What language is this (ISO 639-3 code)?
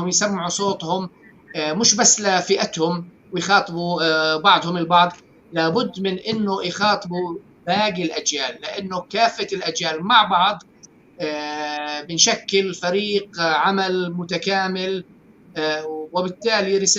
apc